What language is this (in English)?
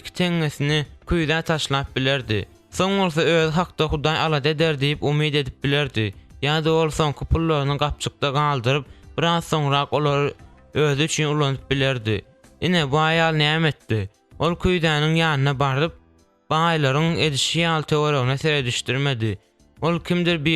Turkmen